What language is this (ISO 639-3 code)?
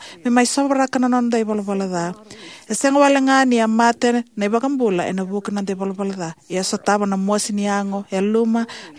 fij